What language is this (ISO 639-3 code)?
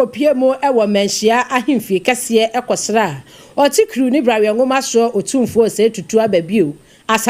aka